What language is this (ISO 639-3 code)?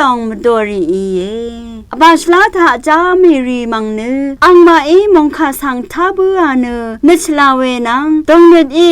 raw